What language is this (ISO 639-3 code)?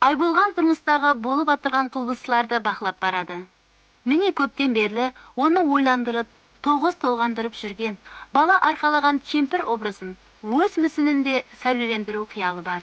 kaa